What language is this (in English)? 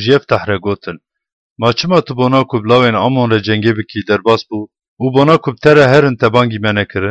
Kurdish